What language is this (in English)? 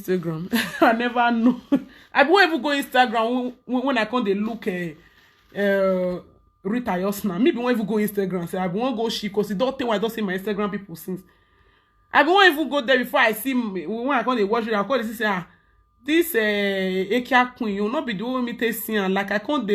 Nigerian Pidgin